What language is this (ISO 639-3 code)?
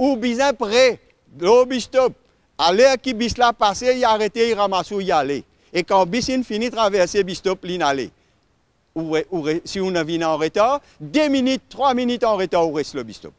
mfe